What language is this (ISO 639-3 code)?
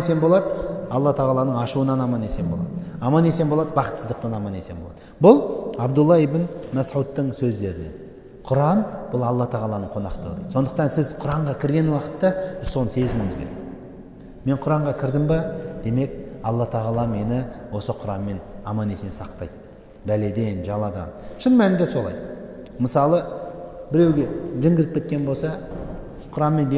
kaz